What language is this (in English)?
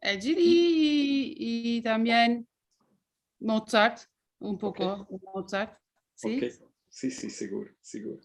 Ladino